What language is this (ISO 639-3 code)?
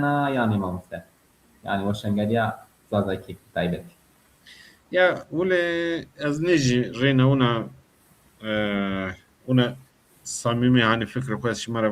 zza